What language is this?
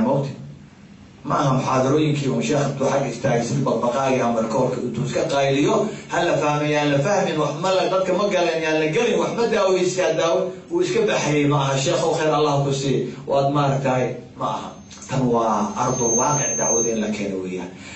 Somali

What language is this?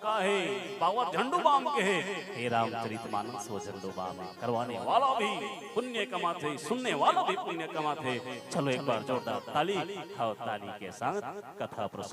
Chhattisgarhi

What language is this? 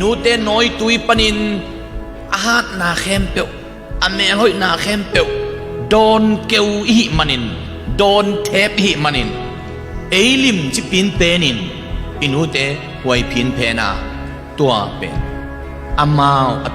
Tedim Chin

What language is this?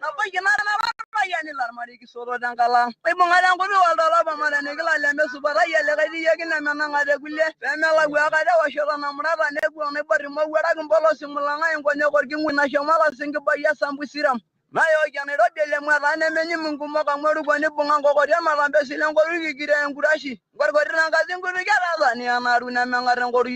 Masai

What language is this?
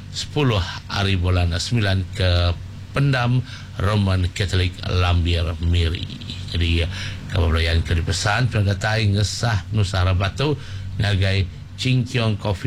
Iban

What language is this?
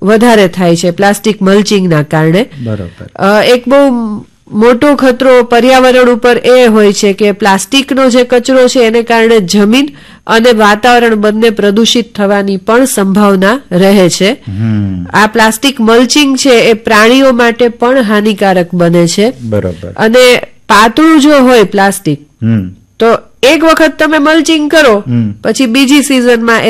Gujarati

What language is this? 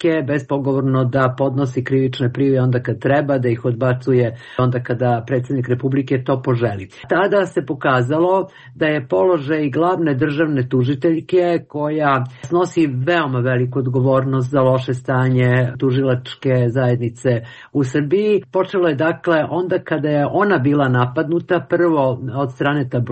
Serbian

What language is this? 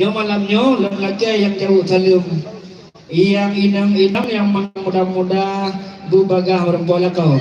Achinese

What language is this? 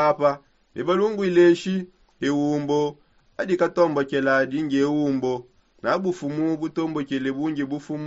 Songe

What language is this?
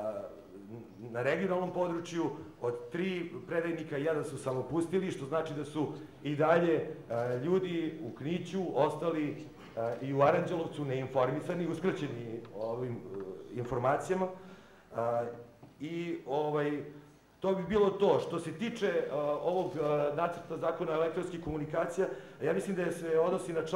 Serbian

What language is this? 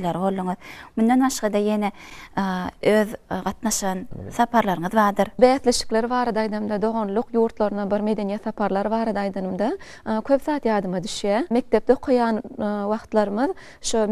Turkmen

